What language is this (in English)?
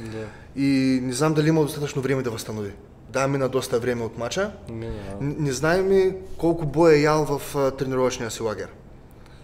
Bulgarian